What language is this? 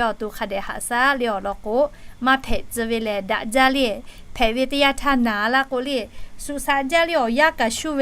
Lahu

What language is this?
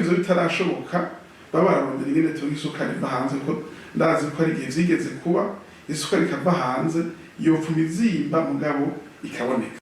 Rundi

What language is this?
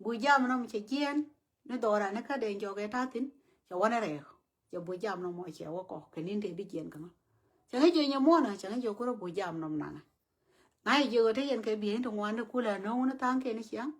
Nuer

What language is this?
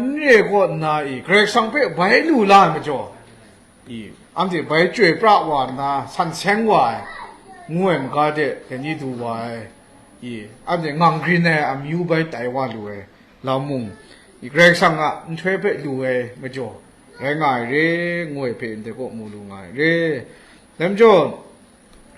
Kachin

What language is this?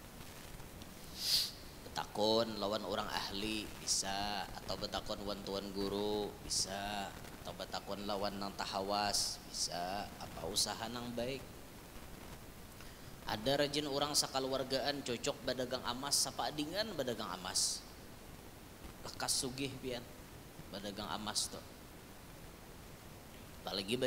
Banjar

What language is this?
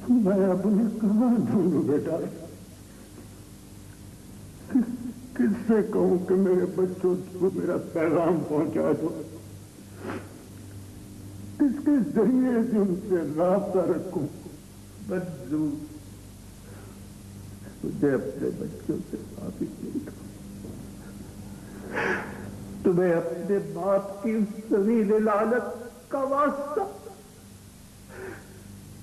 Urdu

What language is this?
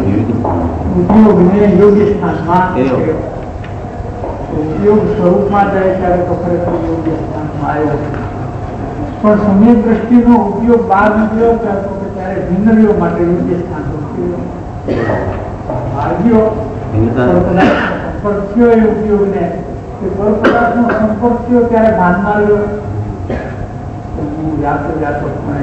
Gujarati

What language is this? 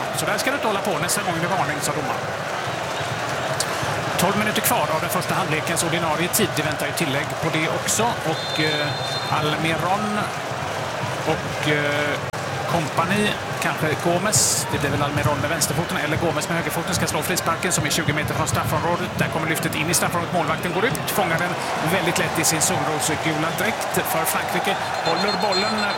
Swedish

